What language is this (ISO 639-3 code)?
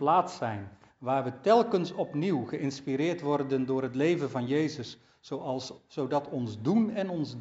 nld